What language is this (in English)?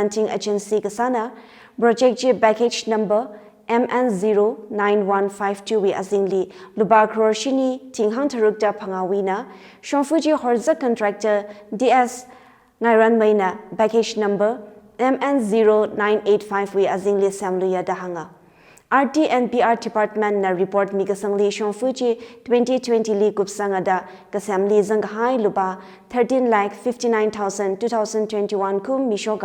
Tangkhul Naga (India)